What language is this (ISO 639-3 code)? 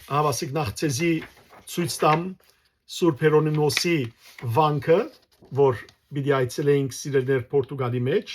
hyw